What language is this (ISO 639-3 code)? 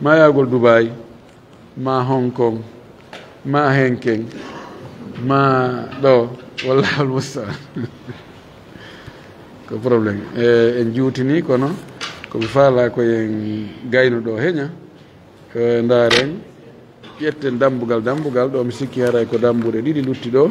ful